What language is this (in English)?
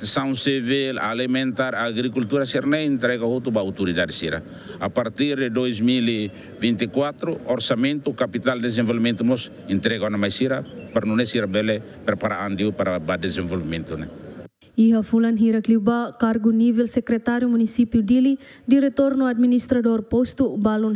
Tetum